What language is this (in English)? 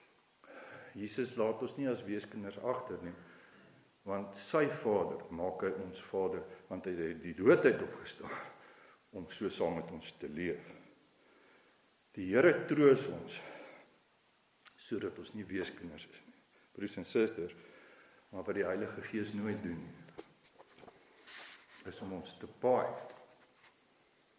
Afrikaans